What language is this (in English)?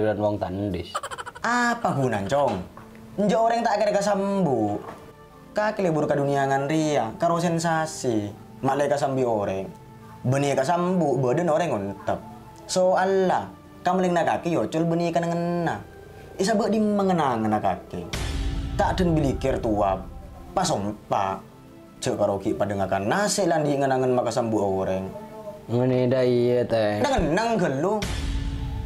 Madurese